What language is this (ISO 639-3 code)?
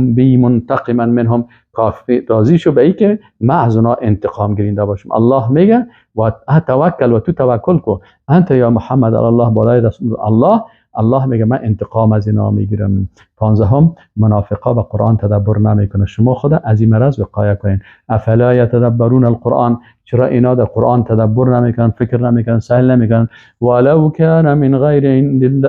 fas